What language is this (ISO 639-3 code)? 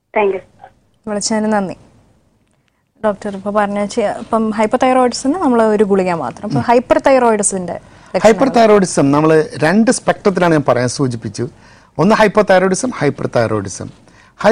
mal